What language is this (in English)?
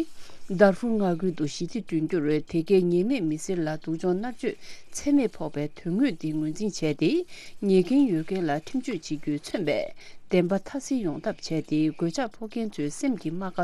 Tibetan